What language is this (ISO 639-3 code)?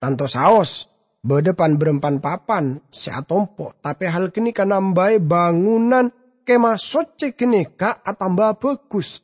mad